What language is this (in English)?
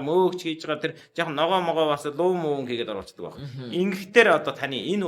Mongolian